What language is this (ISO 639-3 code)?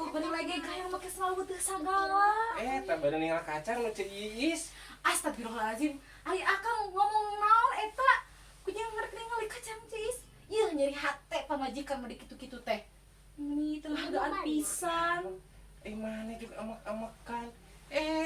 sun